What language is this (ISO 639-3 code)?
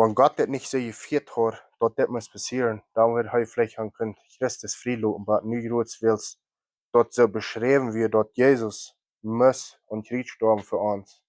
pdt